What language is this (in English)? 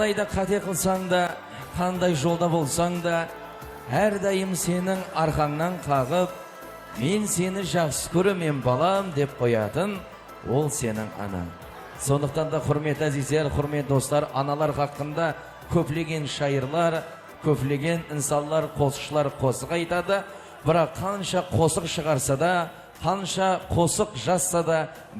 Kara-Kalpak